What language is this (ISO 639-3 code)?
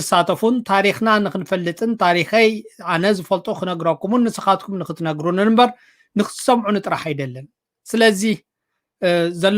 tir